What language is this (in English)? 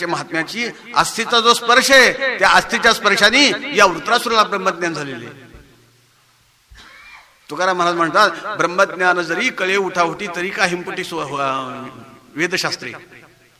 Marathi